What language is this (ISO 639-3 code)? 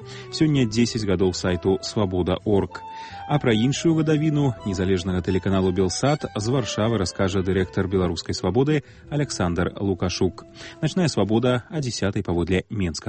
bel